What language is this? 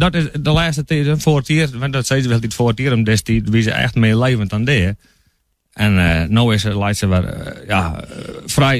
Western Frisian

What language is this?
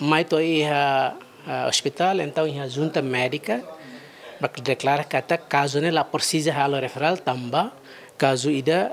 Tetum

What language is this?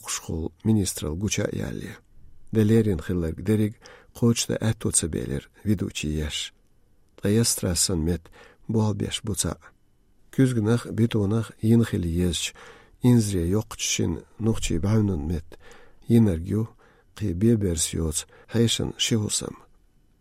Chechen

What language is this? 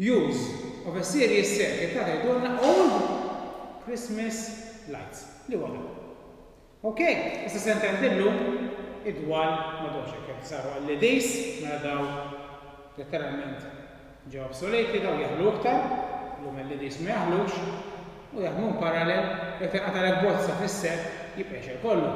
Maltese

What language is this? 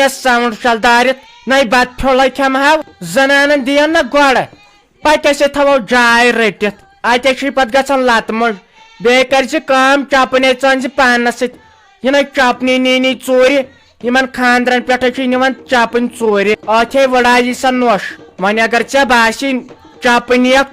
Kashmiri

